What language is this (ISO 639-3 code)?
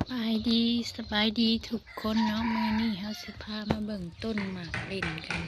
lao